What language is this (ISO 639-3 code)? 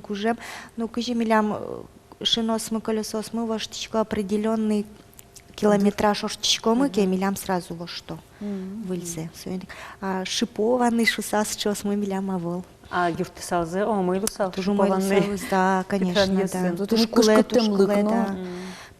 udm